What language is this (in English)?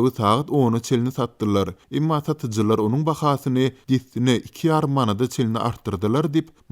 Turkmen